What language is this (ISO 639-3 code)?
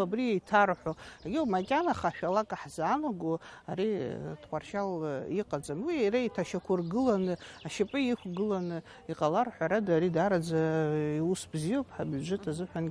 abk